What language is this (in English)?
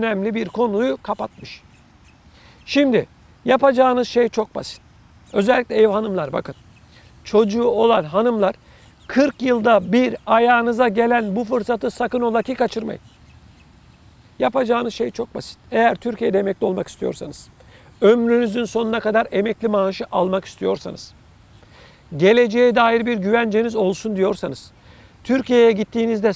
Turkish